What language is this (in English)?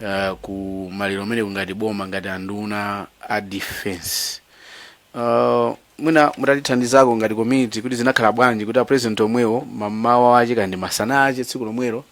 Nyanja